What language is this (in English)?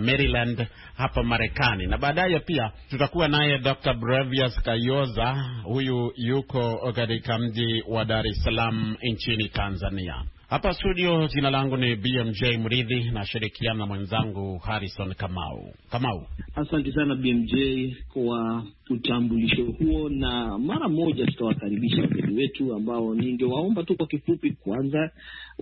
Swahili